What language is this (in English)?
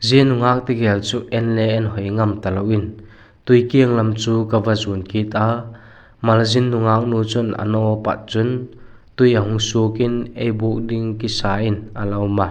Vaiphei